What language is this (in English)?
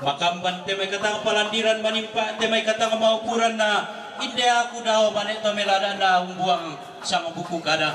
Toraja-Sa'dan